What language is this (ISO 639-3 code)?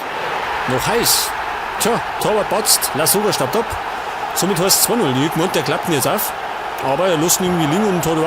bar